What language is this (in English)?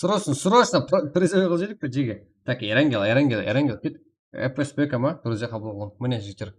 Kara-Kalpak